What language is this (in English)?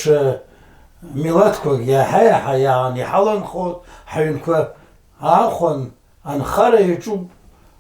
Abkhazian